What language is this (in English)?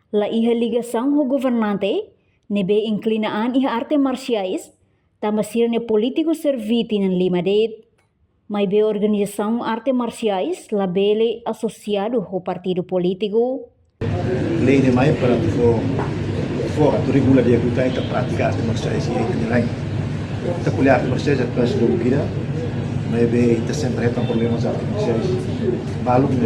Tetum